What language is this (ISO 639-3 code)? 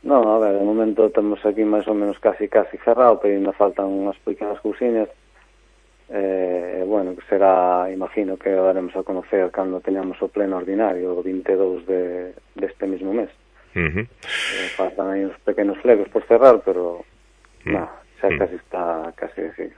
glg